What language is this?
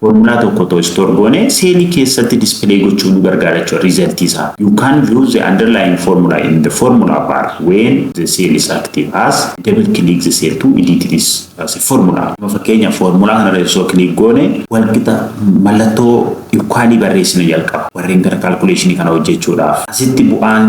Oromo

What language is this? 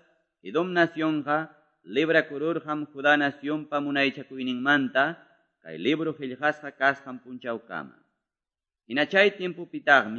Quechua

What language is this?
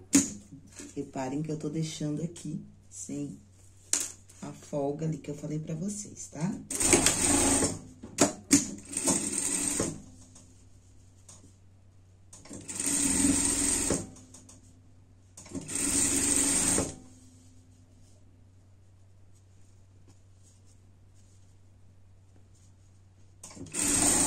Portuguese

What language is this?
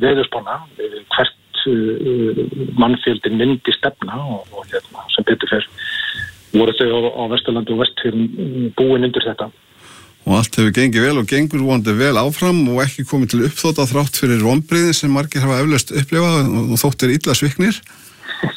Icelandic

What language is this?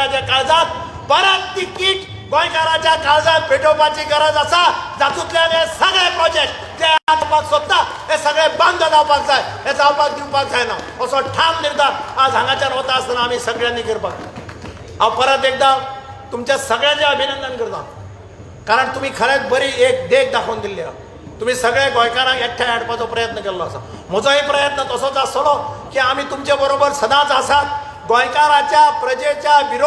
Konkani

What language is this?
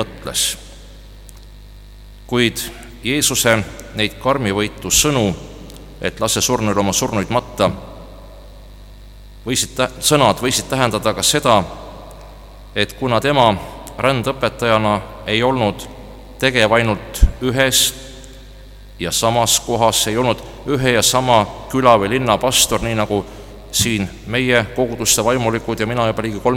Estonian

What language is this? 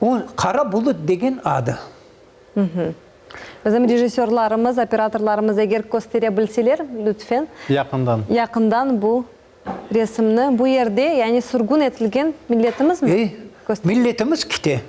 Crimean Tatar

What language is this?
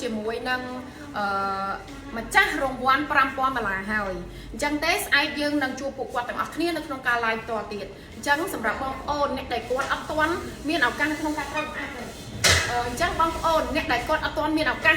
Khmer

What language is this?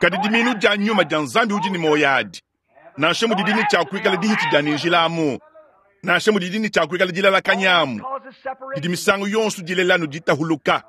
Luba-Lulua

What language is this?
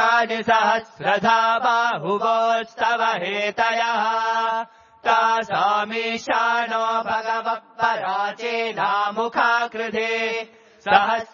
Sanskrit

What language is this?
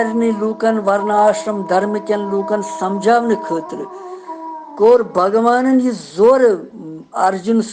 Kashmiri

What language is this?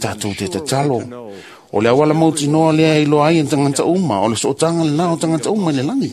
Samoan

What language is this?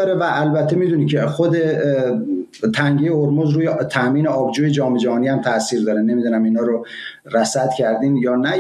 Persian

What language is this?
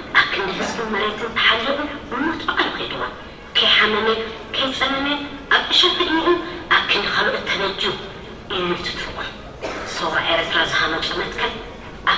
Tigrinya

